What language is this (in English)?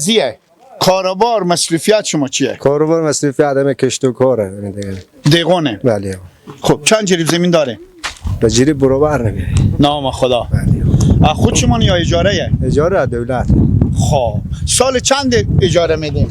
Persian